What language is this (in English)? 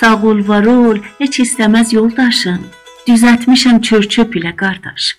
South Azerbaijani